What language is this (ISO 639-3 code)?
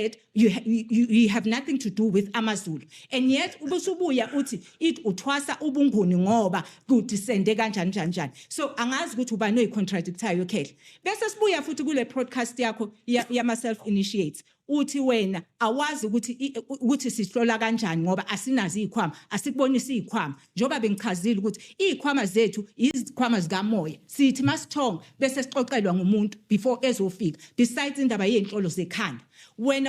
zul